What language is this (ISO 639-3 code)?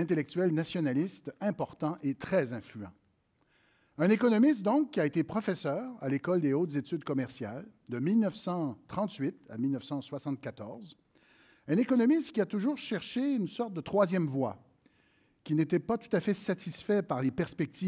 fra